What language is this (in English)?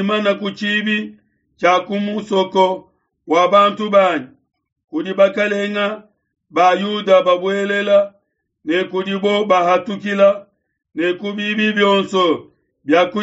Luba-Lulua